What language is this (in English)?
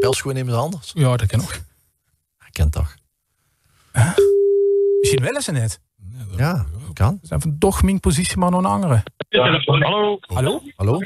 Limburgish